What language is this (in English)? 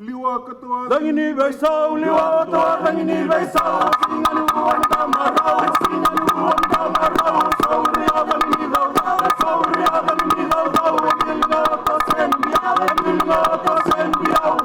Fijian